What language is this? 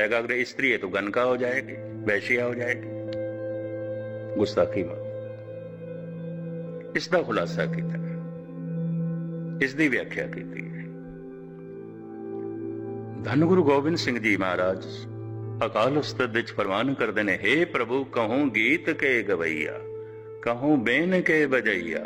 Punjabi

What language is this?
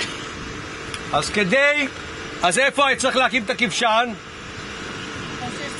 Hebrew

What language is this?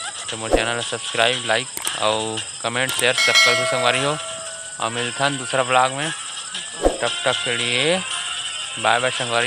Chhattisgarhi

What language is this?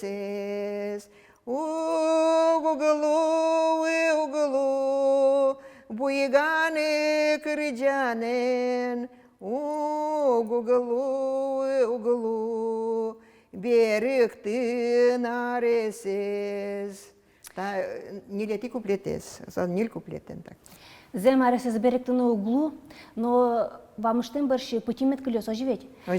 Udmurt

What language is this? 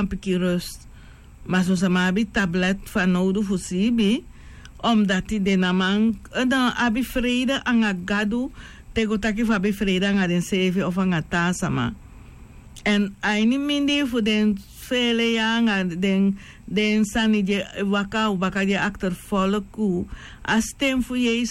Sranan Tongo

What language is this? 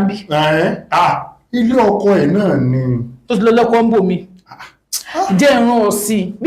Yoruba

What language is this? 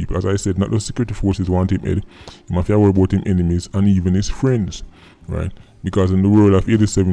Jamaican Creole English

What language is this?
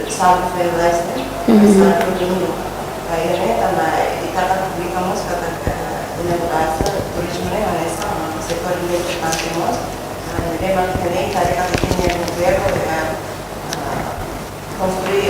Tetum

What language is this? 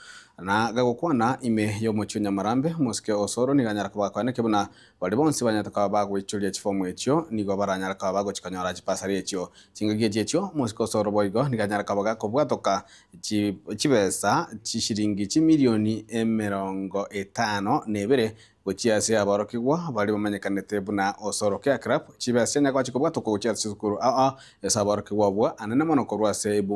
Gusii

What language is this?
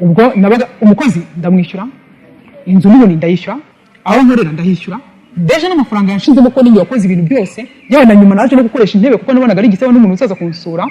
Kinyarwanda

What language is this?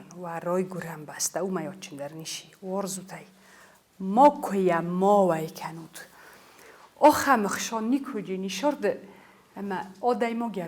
Ossetic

